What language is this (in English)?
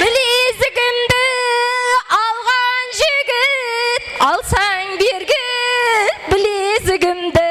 Kara-Kalpak